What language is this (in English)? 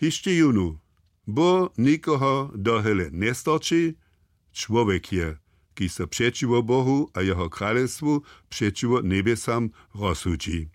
Upper Sorbian